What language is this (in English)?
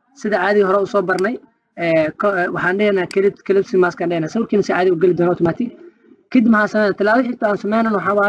Somali